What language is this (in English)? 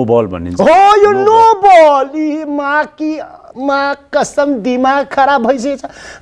Nepali